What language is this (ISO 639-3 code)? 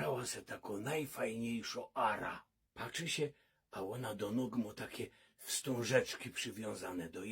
szl